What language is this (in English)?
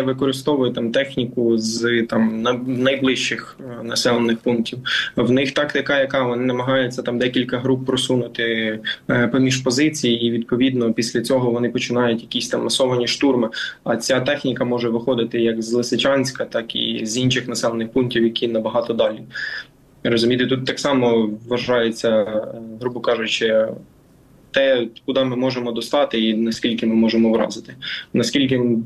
Ukrainian